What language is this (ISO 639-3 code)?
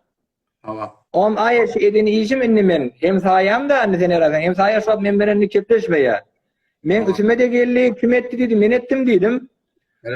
tuk